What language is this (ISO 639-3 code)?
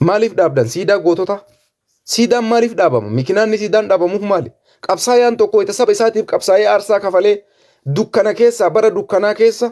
orm